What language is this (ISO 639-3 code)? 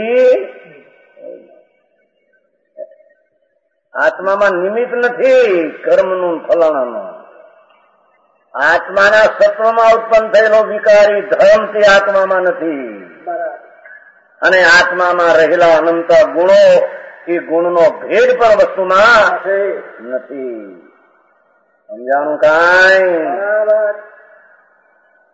guj